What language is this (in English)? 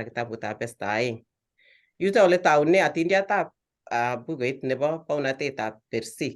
Kalenjin